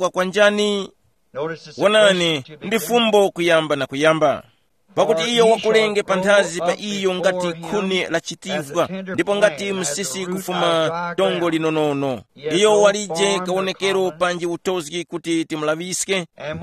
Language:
Tumbuka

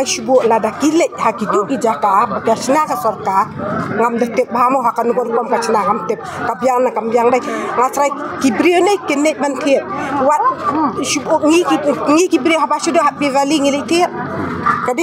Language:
Khasi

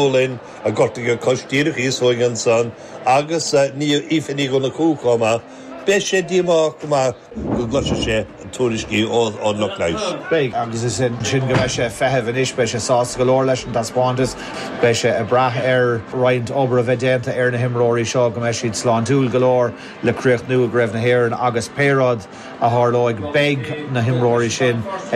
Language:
Irish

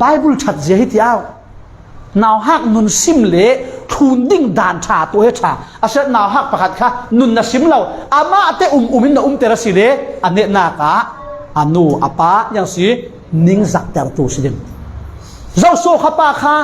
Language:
Falam Chin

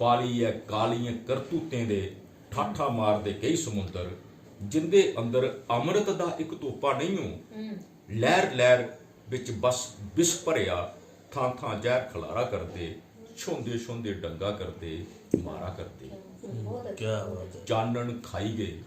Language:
Dogri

